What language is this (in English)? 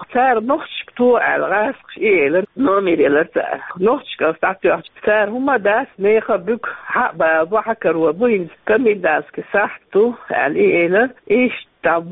Chechen